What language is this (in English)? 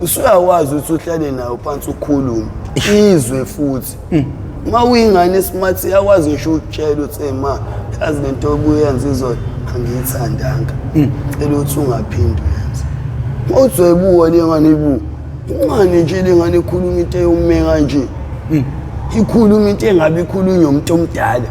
Zulu